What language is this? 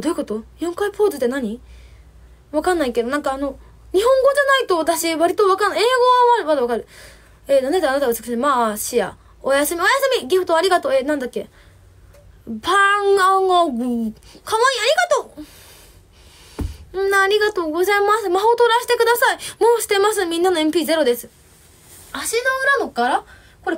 Japanese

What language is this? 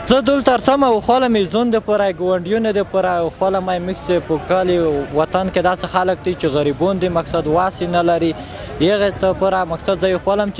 Pashto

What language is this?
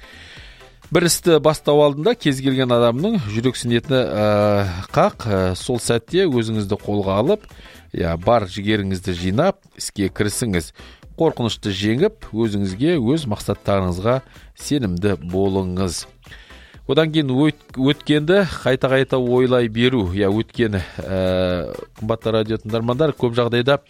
Kazakh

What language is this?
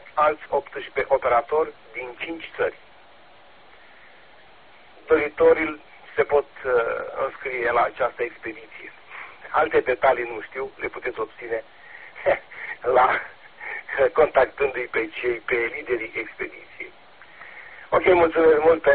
Romanian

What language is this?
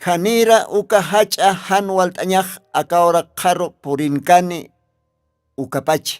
Aymara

